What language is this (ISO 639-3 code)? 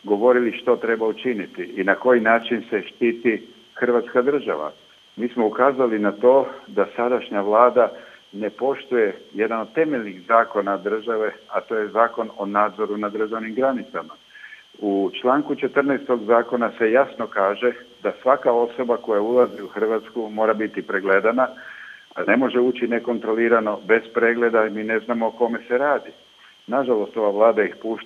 hrv